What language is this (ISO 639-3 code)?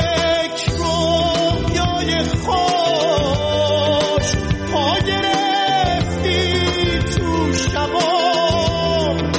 fas